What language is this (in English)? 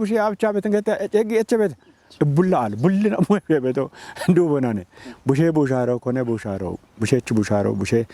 Kafa